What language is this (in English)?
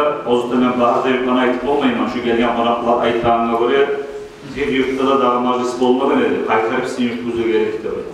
Kumyk